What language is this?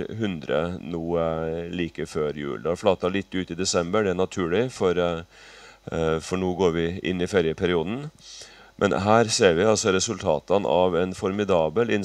Norwegian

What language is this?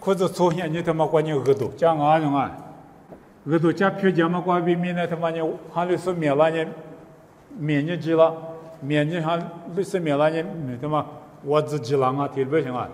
Lisu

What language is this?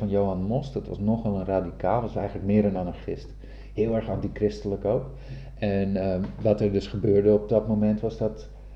Dutch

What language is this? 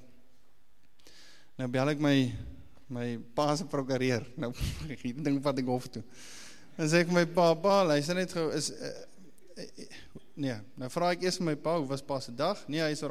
Afrikaans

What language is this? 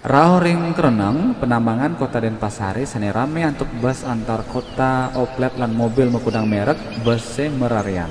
Balinese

